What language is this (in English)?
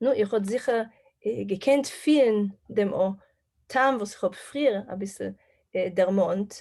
Yiddish